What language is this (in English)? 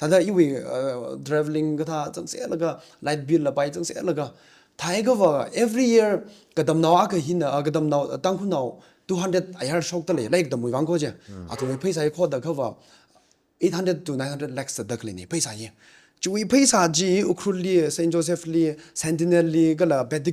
Tangkhul Naga (India)